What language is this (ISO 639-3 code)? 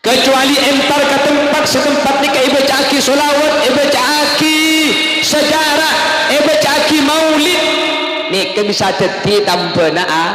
mad